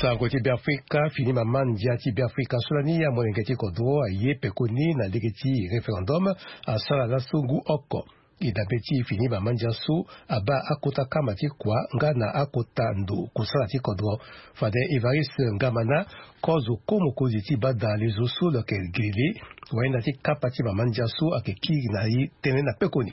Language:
Sango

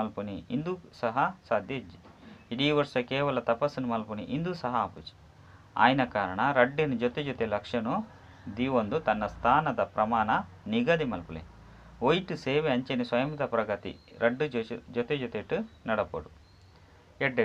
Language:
Tulu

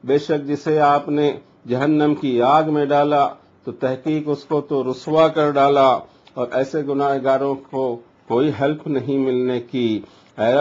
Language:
Urdu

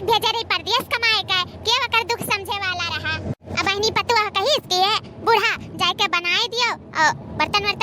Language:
Awadhi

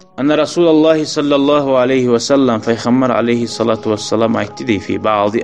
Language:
Kumyk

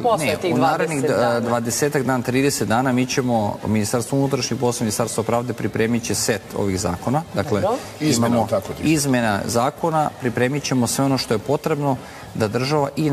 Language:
Serbian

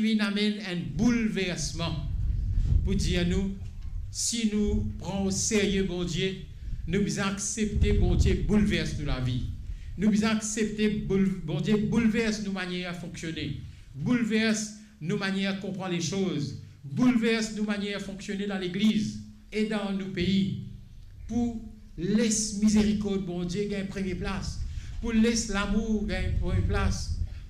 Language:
Morisyen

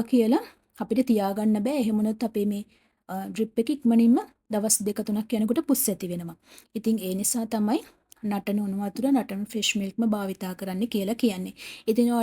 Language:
Sinhala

